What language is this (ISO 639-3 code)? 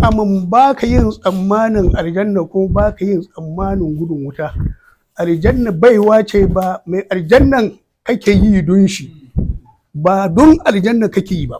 hau